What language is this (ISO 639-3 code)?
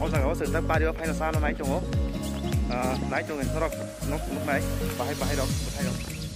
trp